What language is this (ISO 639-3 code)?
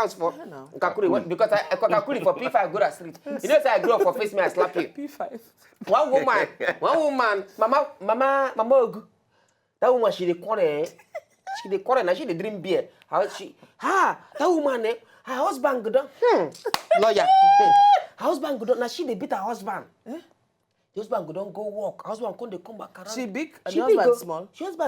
pcm